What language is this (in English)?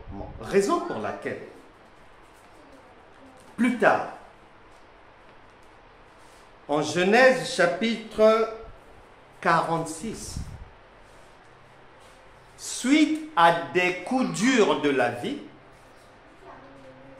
French